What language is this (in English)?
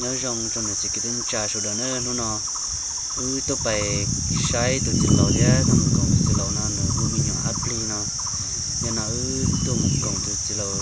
Hmong